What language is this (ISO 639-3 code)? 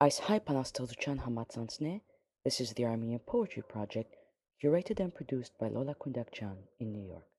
hye